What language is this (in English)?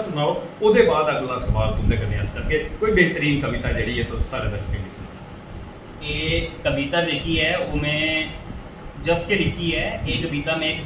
Dogri